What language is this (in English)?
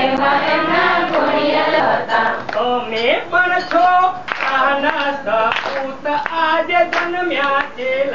Gujarati